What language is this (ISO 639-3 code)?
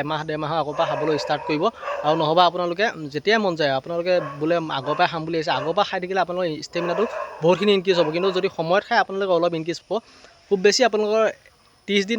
asm